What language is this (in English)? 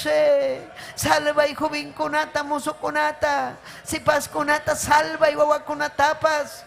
Ayacucho Quechua